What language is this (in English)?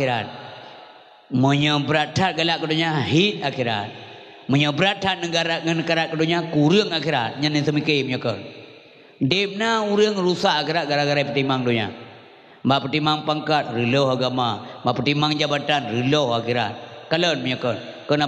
Achinese